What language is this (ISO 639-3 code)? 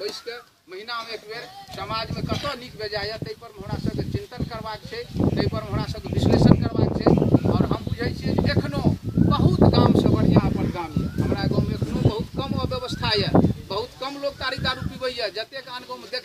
mai